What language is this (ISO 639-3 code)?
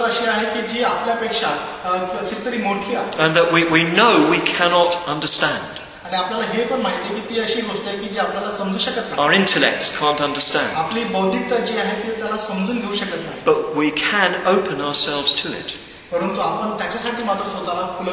mar